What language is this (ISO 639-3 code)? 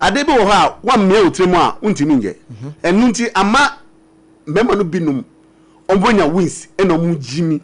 aka